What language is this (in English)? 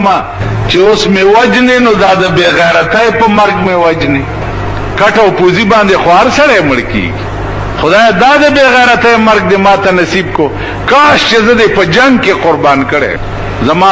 Pashto